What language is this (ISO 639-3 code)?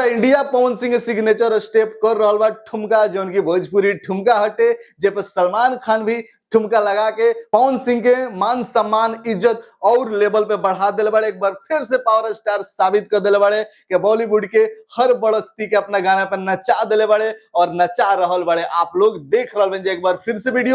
bho